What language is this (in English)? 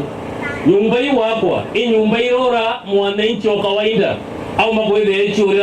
Meru